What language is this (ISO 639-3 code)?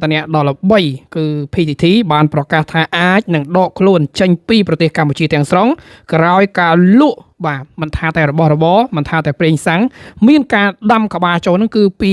khm